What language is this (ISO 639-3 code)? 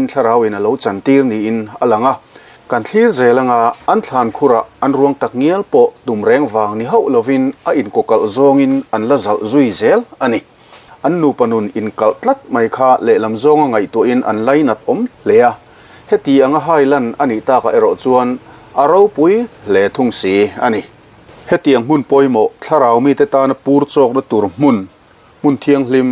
lus